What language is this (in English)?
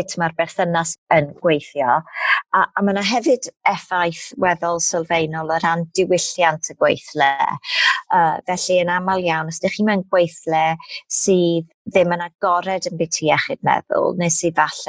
Welsh